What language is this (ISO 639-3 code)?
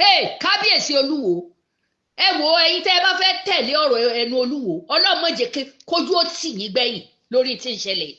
yor